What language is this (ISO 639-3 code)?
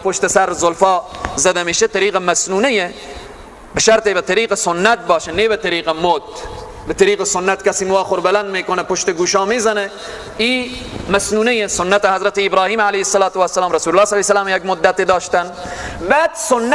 fas